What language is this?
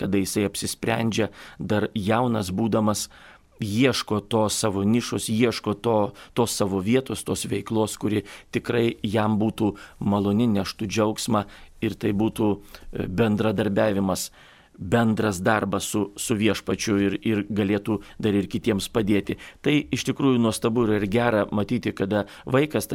Lithuanian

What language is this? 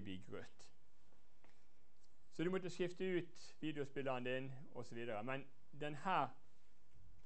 Norwegian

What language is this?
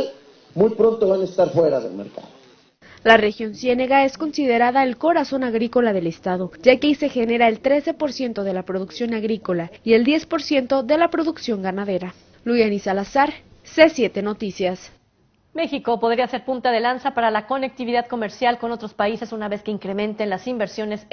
Spanish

